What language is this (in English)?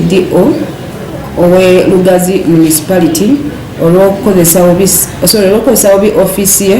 Ganda